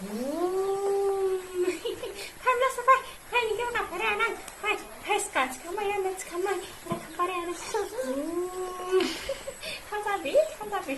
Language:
Dimasa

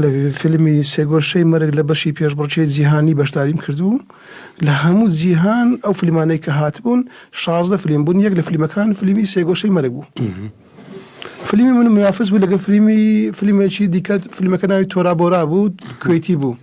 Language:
Central Kurdish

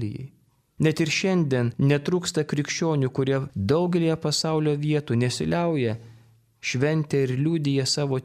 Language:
Lithuanian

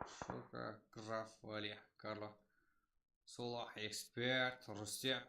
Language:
Kara-Kalpak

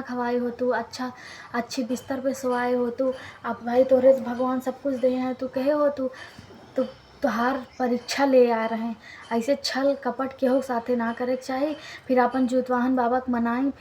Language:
Awadhi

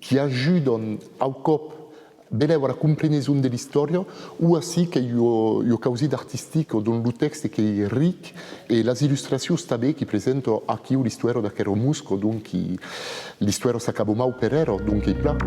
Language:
Occitan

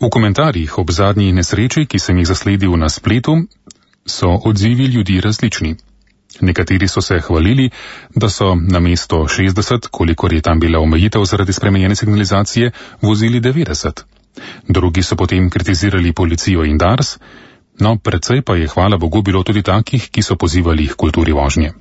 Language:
Slovenian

